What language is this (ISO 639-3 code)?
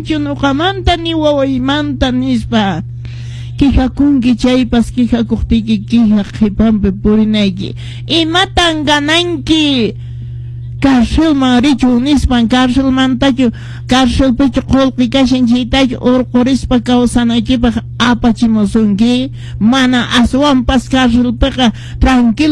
que